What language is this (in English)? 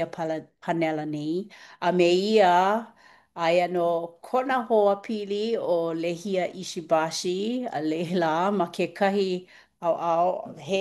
Hawaiian